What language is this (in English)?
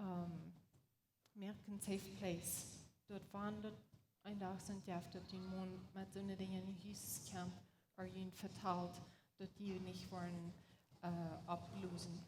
Plautdietsch